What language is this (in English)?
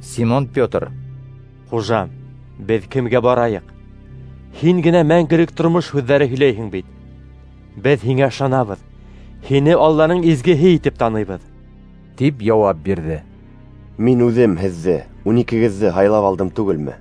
Bashkir